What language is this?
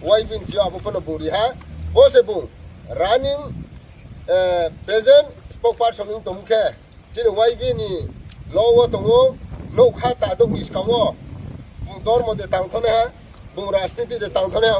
Riang (India)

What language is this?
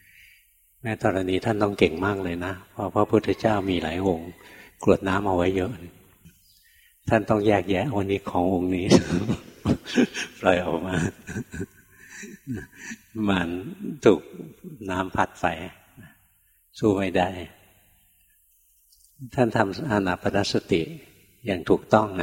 Thai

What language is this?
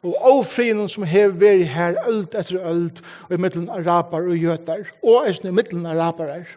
Faroese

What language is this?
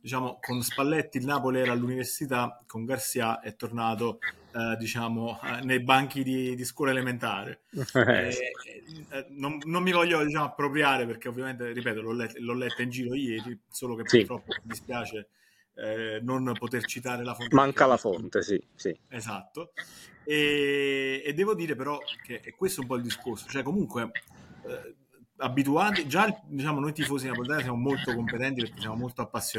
Italian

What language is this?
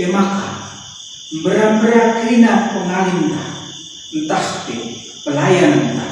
Batak Karo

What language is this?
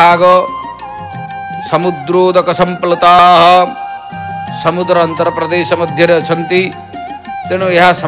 Odia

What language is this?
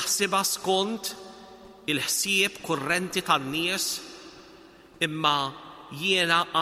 Maltese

